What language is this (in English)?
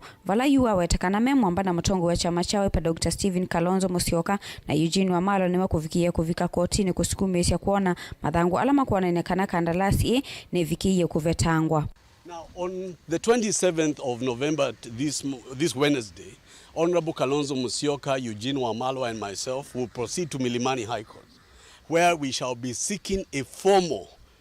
Kamba